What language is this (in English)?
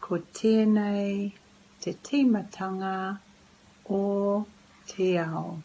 Māori